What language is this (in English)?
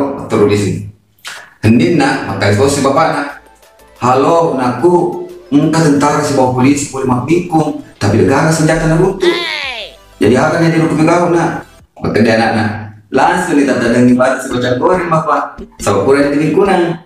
Buginese